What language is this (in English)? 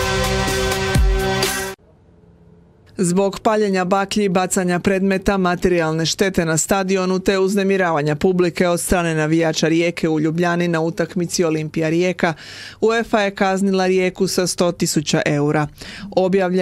Croatian